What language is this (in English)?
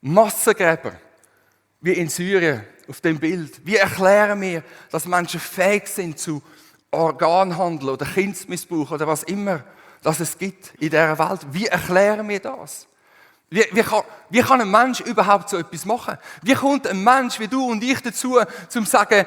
Swiss German